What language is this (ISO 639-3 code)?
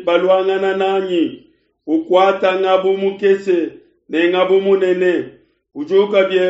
lua